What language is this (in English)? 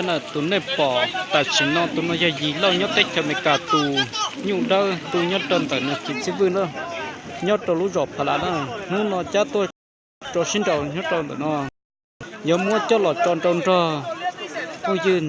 Hmong